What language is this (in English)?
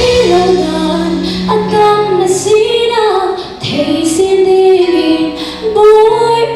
Falam Chin